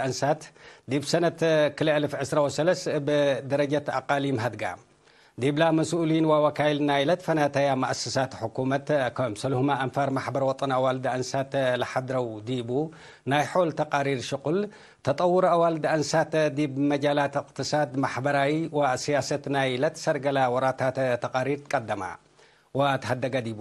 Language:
Tigre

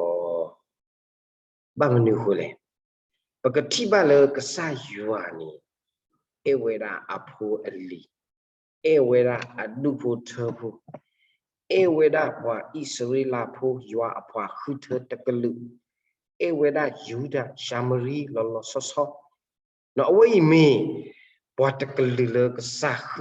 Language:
S'gaw Karen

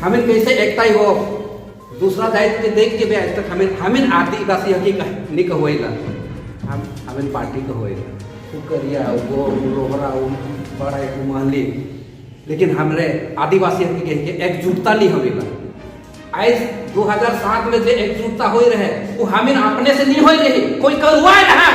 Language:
Sadri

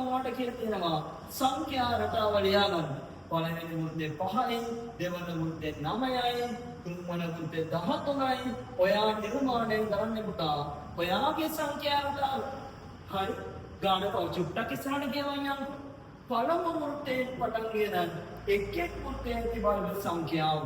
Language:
Sinhala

